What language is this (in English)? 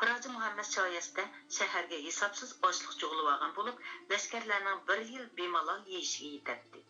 Uyghur